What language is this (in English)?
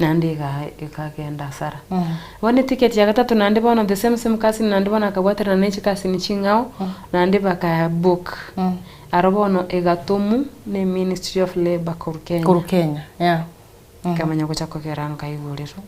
Gusii